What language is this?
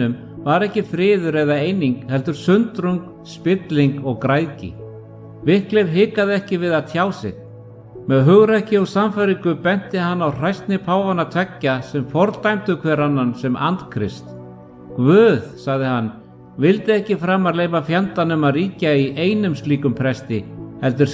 Icelandic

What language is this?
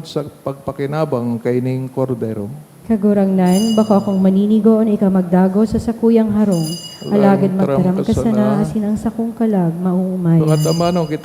Bikol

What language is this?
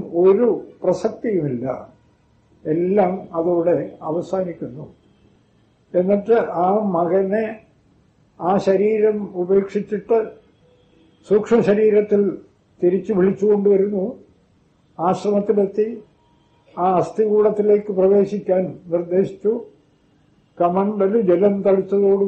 Malayalam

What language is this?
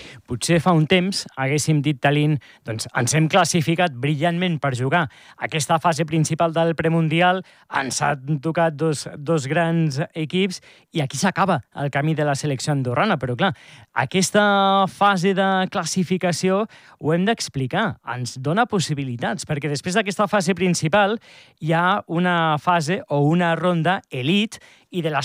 Catalan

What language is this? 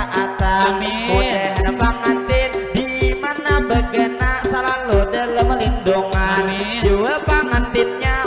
Banjar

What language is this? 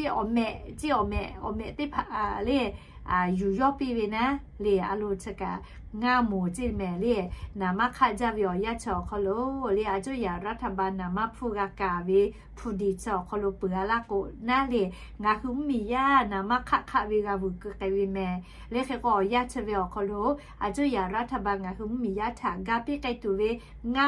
Lahu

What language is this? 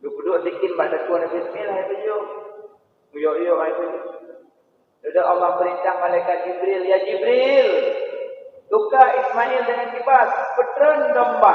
Achinese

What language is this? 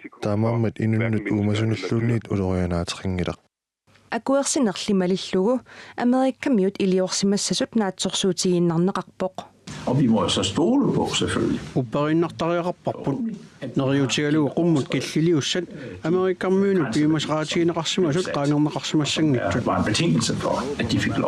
Kalaallisut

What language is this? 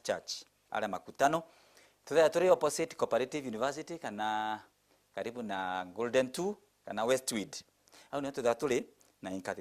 Meru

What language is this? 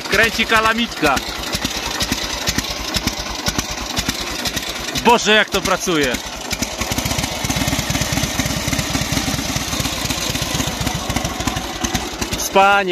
Polish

